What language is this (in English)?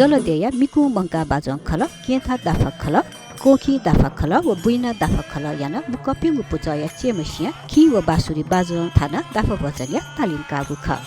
Newari